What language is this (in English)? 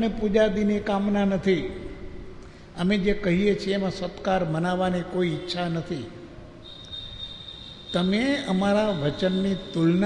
Gujarati